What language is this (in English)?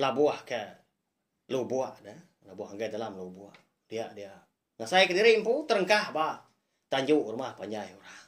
Iban